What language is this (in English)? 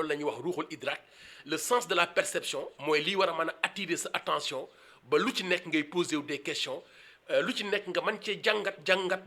Wolof